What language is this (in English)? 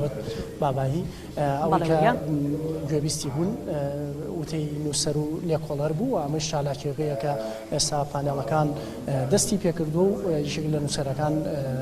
Central Kurdish